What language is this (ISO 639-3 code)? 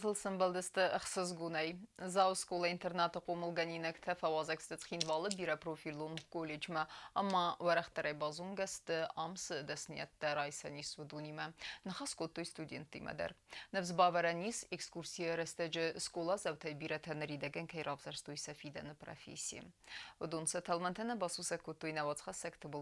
oss